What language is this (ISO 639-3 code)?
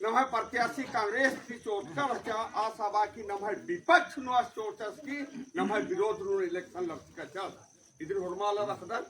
kru